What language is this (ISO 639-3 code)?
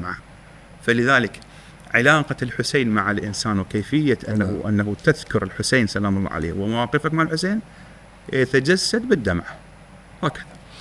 acm